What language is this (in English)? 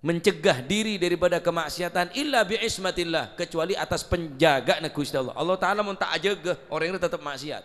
Madurese